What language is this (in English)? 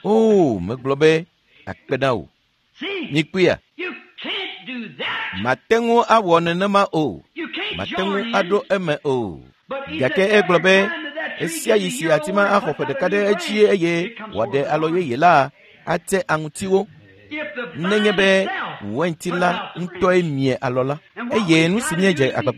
Ewe